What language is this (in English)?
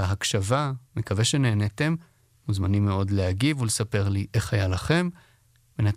Hebrew